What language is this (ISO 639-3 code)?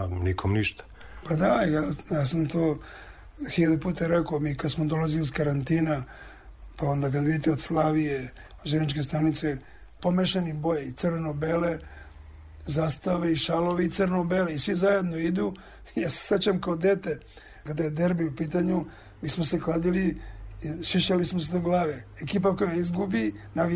srp